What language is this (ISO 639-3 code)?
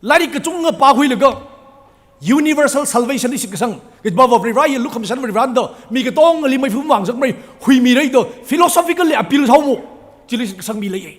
nmf